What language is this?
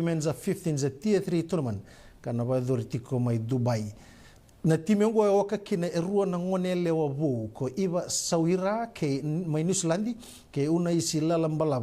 Fijian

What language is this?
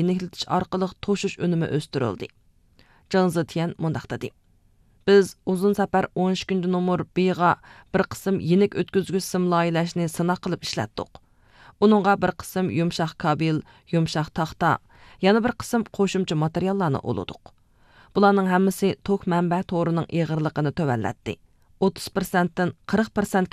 Uyghur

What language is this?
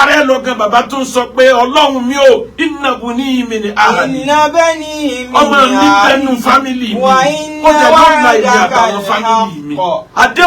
Yoruba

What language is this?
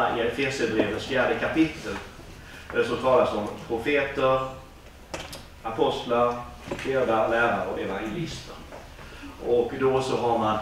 Swedish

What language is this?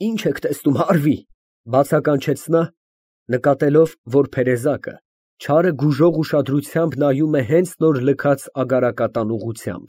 Armenian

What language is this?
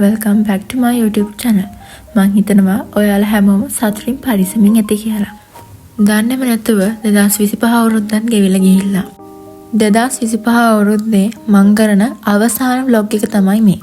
Sinhala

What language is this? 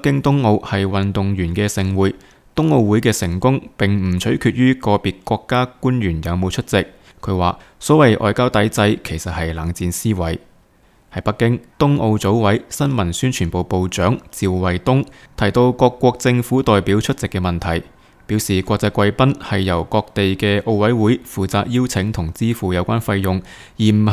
Cantonese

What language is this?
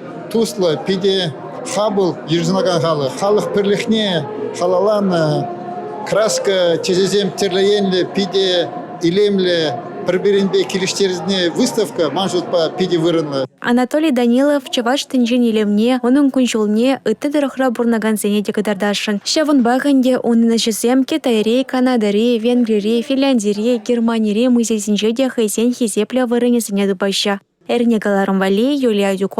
Chuvash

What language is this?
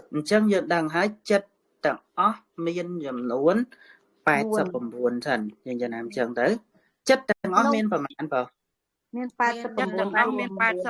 Khmer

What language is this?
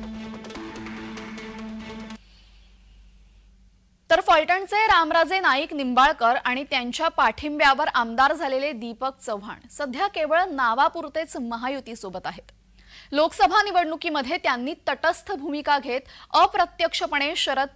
Marathi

